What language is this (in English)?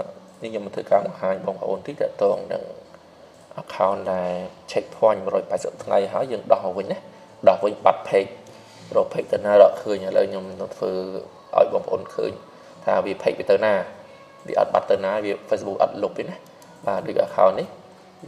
Khmer